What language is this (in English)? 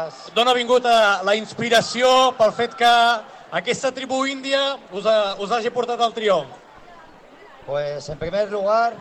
Catalan